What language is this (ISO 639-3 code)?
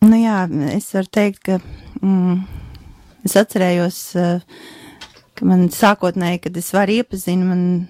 lav